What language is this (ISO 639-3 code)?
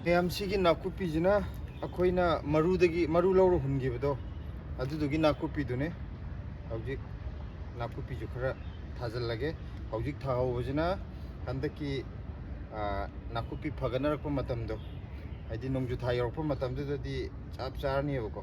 mni